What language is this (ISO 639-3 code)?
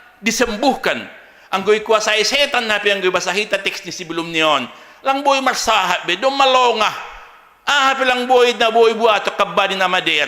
bts